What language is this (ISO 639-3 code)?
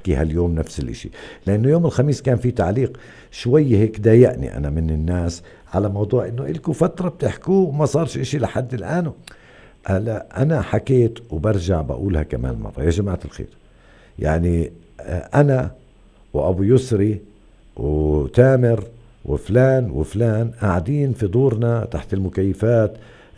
apc